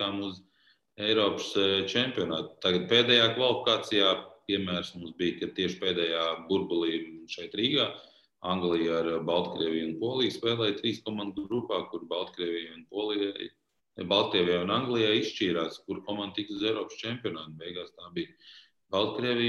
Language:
Latvian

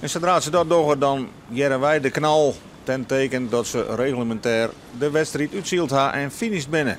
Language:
Western Frisian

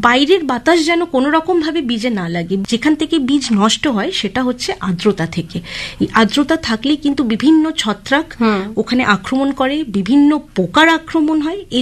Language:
Bangla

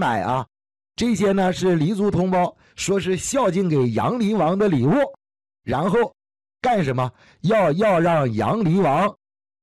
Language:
Chinese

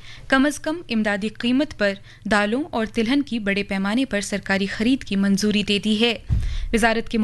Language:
Urdu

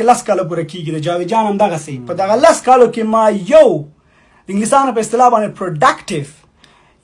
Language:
Pashto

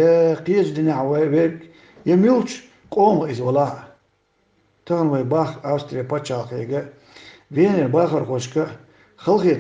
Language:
Chechen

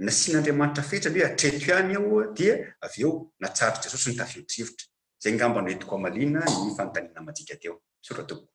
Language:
Malagasy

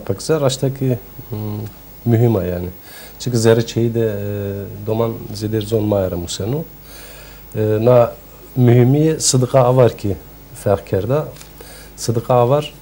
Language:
Zaza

